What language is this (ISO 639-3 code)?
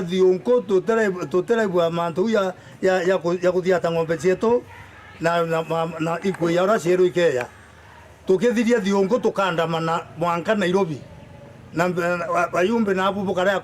mer